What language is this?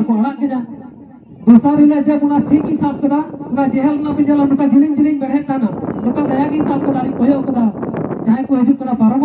Santali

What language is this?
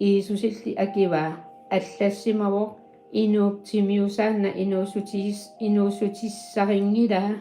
Kalaallisut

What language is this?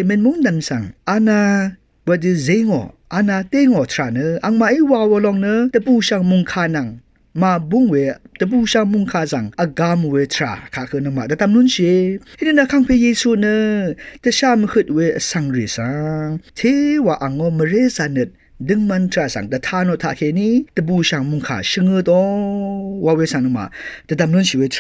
Rawang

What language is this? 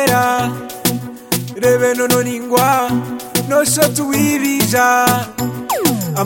Kinyarwanda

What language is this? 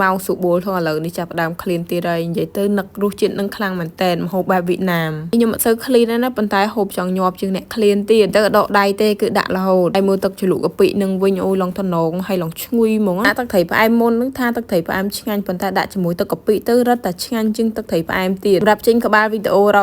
Khmer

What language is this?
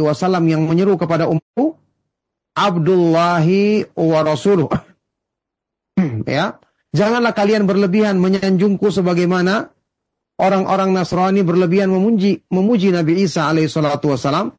Indonesian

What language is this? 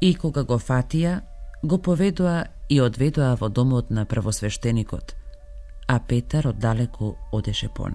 Macedonian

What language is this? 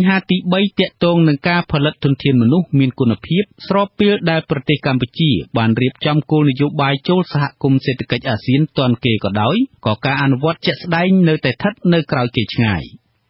Khmer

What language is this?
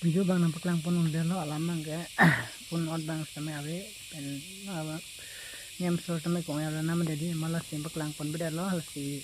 Karbi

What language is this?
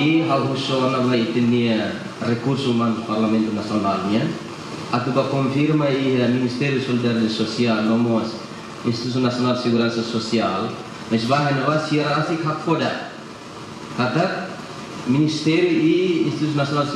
Tetum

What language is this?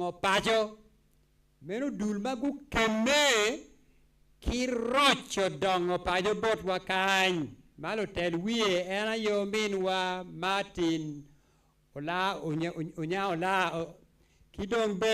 Acoli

